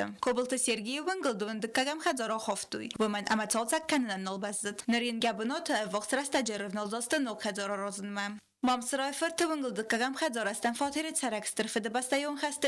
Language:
Ossetic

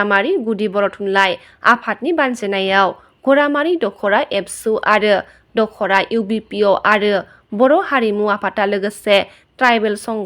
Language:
Bodo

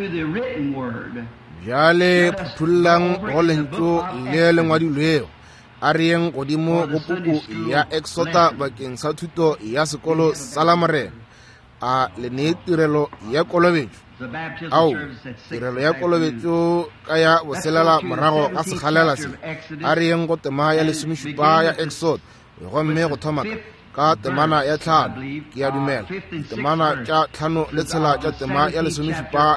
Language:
Northern Sotho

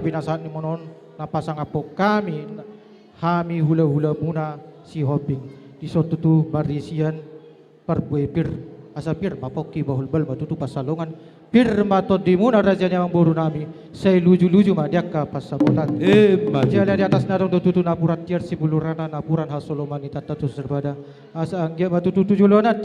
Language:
Batak Toba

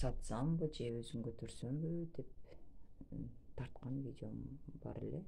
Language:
Kyrgyz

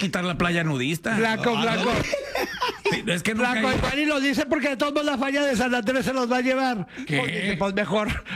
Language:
Spanish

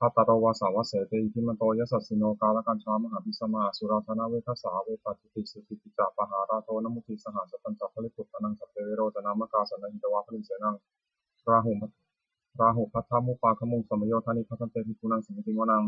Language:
Pali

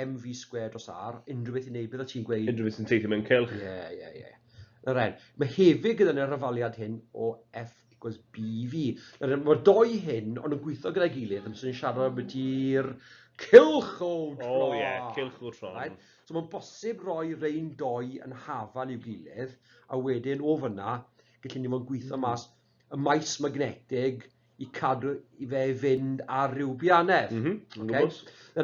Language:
Welsh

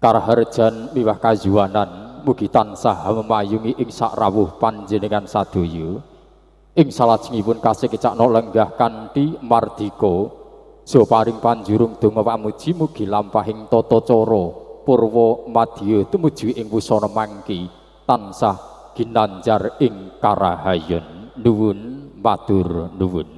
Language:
Javanese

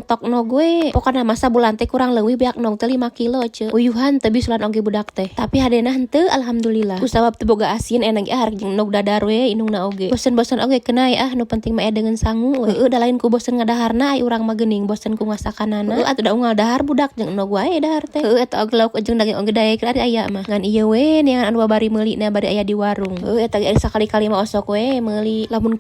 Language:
Sundanese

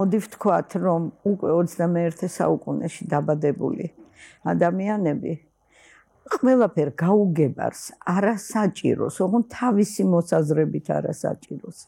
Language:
Georgian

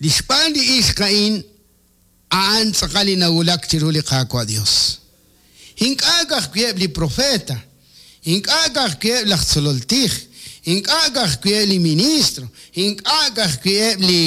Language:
Kekchí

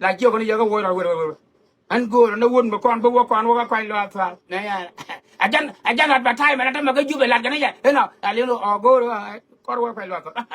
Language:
Nuer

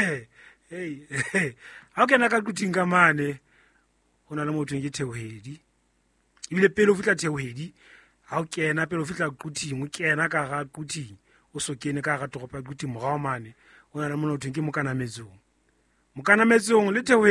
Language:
Southern Sotho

